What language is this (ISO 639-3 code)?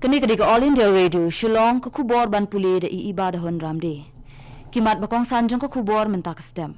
kha